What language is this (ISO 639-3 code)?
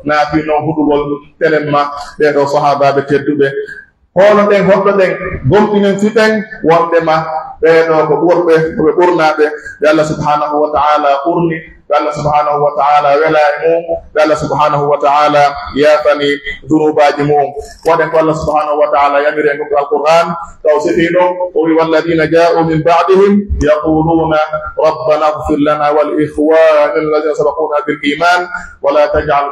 fuf